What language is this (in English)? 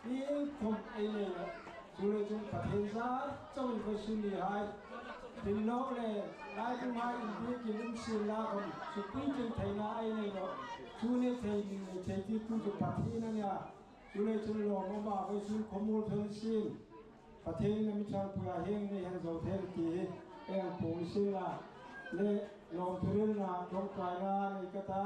Hmar